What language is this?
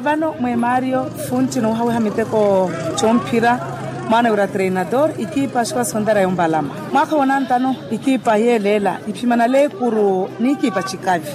Makhuwa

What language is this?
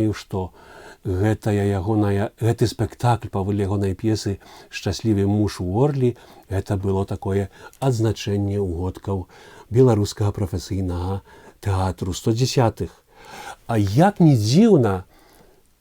Belarusian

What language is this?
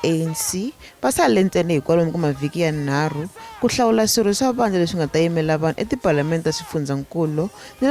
Tsonga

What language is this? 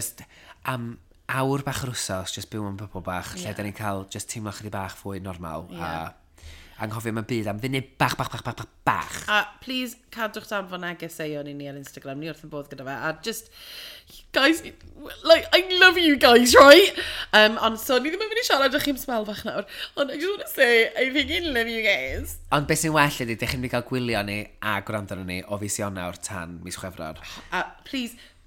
Welsh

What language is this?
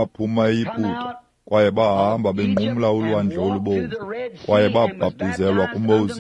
Xhosa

